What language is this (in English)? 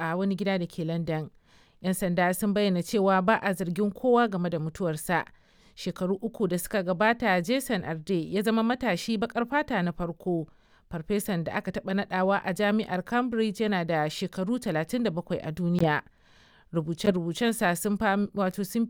Hausa